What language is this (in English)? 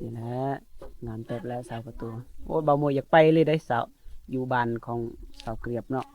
Lao